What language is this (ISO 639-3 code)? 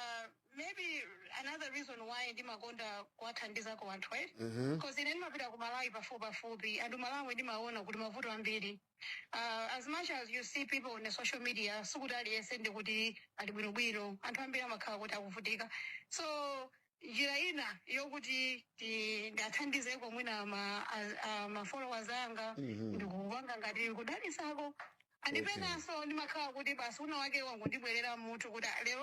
nya